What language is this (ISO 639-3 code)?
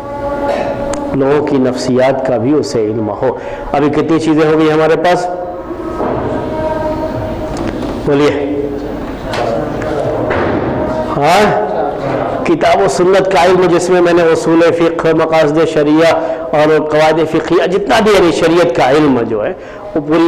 urd